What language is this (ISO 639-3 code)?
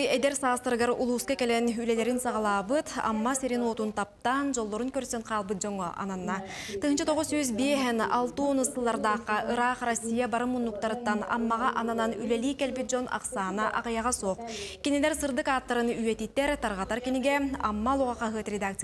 sah